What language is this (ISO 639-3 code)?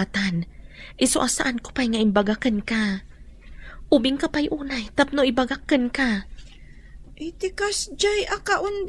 ilo